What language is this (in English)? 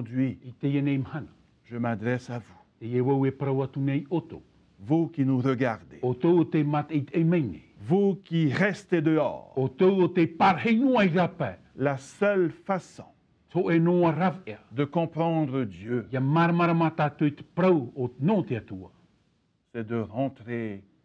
Tahitian